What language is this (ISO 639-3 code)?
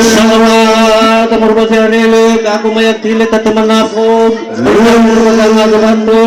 nia